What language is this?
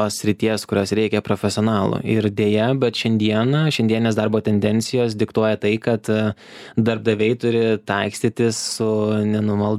Lithuanian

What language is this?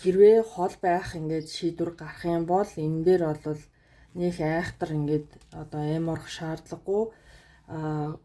Mongolian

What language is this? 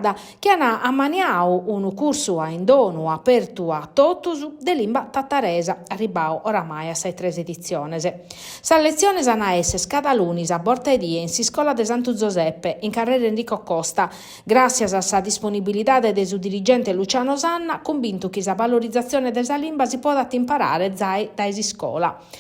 Sardinian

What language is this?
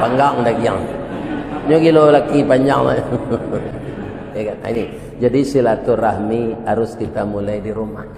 Minangkabau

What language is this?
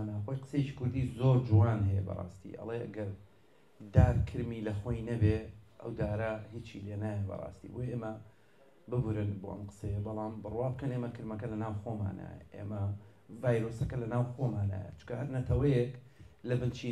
Central Kurdish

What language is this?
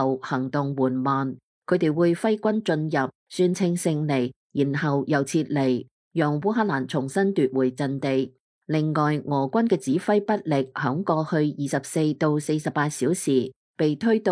Cantonese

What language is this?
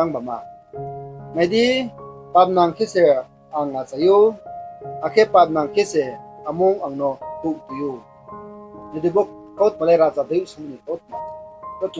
Riang (India)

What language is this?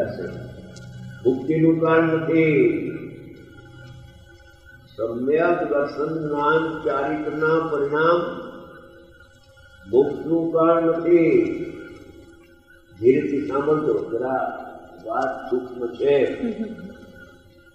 Gujarati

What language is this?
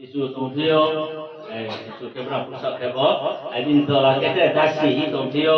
Riang (India)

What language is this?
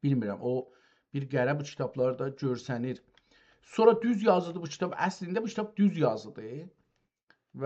South Azerbaijani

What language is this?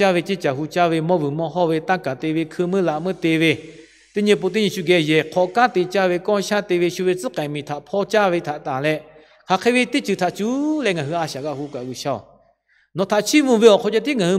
Lahu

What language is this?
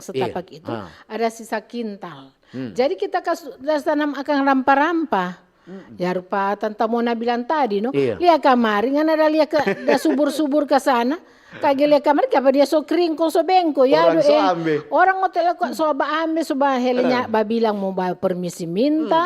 Manado Malay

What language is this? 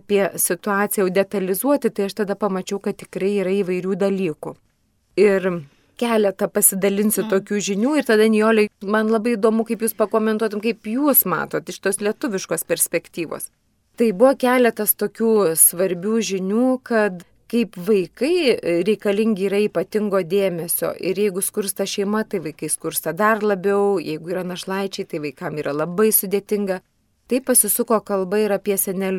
Lithuanian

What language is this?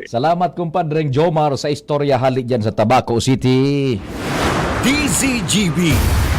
Bikol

